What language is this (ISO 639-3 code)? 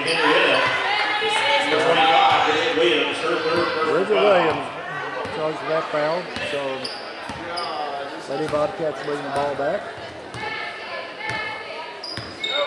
eng